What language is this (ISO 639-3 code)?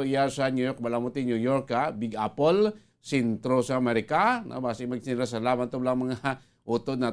hil